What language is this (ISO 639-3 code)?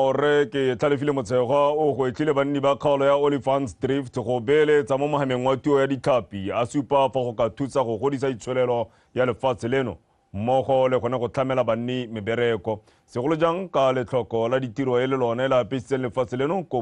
tsn